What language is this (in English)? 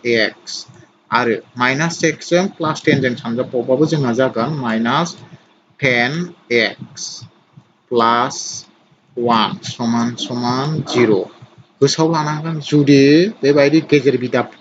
Bodo